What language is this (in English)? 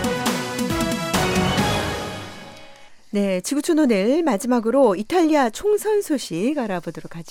Korean